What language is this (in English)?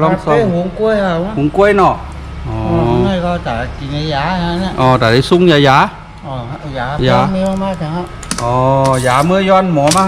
Shan